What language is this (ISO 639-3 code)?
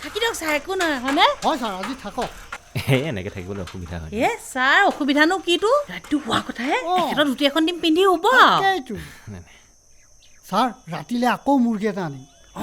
asm